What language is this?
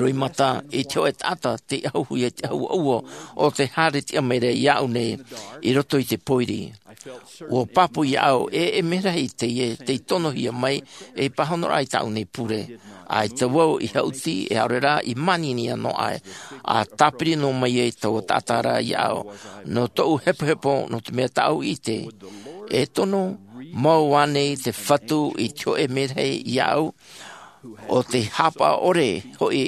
Tahitian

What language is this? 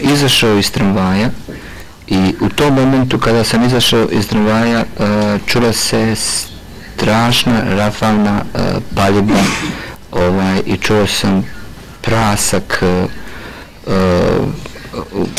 Bosnian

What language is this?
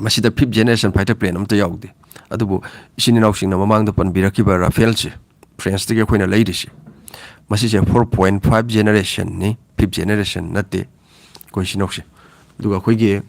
Manipuri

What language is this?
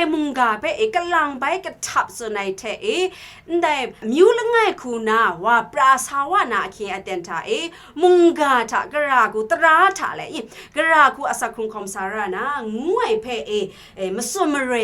Kachin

